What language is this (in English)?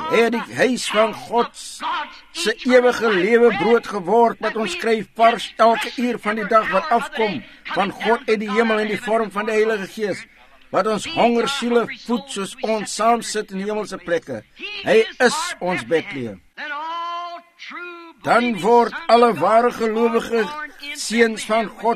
Afrikaans